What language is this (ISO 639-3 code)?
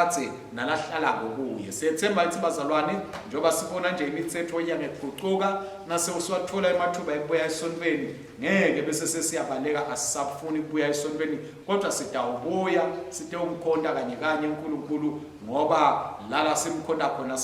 ssw